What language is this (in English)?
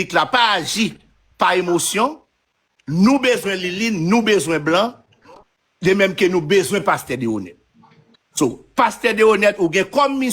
Haitian Creole